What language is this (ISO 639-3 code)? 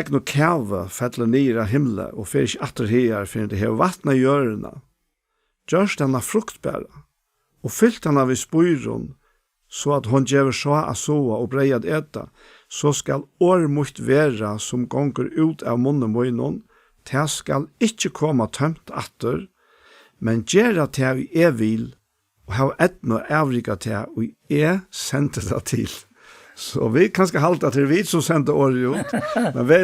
fao